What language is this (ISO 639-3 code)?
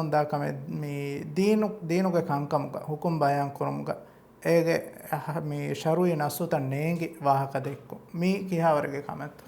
div